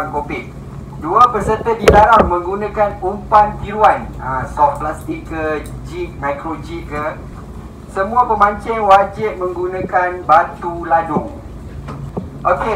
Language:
Malay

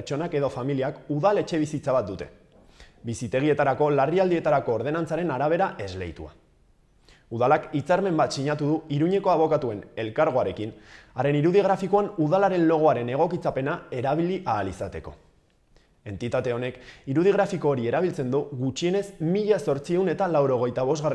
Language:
Basque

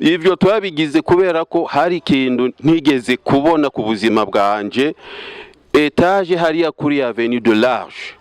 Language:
Rundi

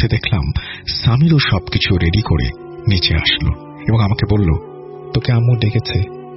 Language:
Bangla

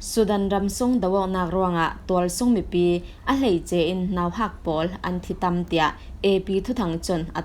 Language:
Falam Chin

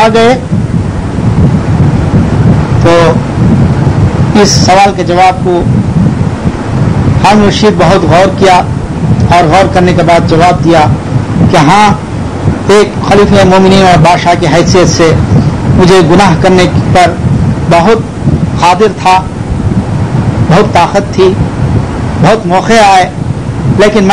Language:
Urdu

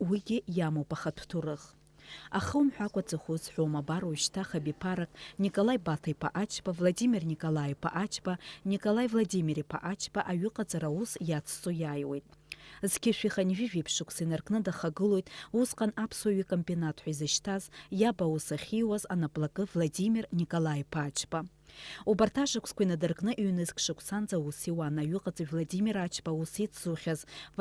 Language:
Abkhazian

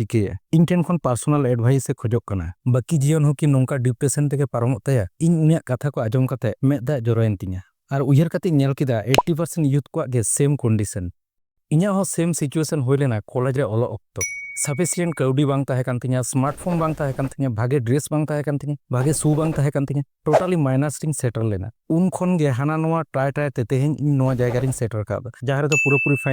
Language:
Santali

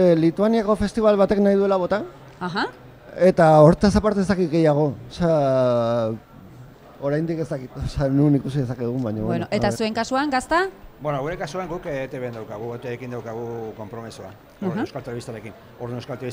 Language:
Basque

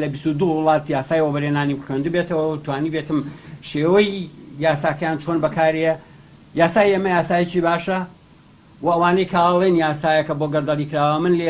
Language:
Central Kurdish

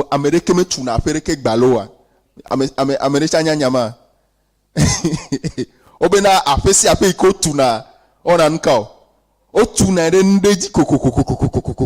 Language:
Ewe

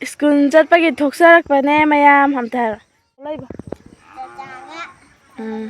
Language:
Manipuri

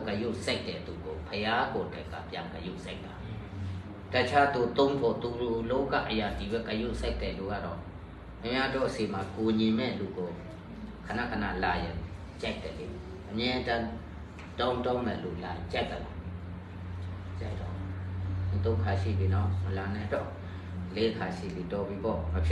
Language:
Burmese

